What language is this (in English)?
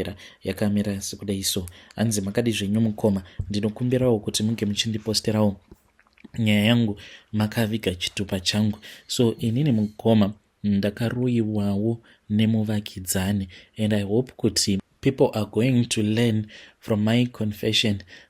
Shona